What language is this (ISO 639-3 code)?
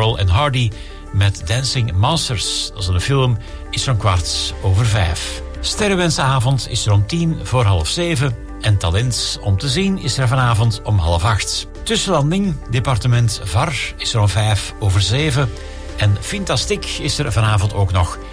nld